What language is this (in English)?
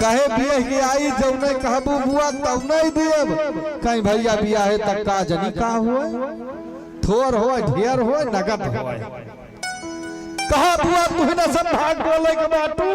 Awadhi